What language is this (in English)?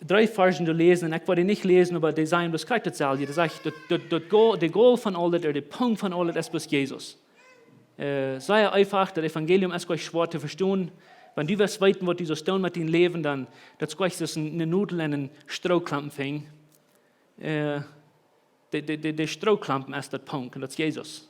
Plautdietsch